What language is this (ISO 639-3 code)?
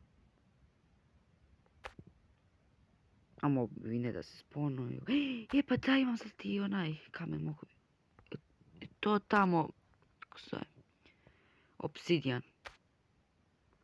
hrv